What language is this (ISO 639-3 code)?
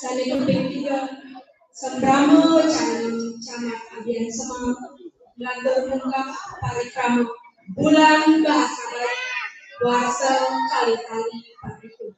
ban